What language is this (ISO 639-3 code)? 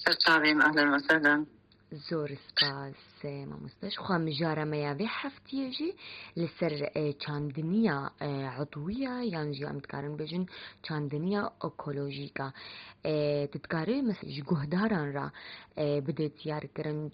kur